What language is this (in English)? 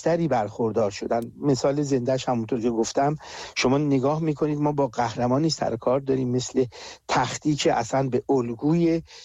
Persian